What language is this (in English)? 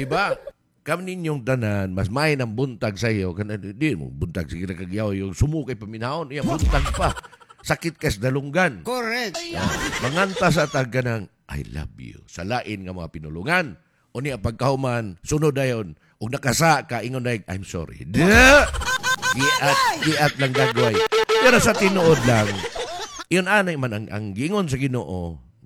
Cebuano